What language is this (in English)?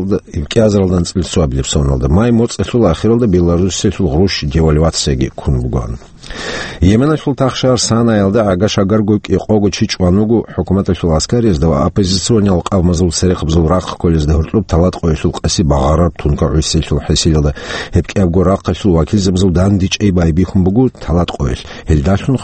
Avaric